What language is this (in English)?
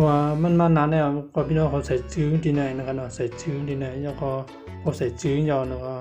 Shan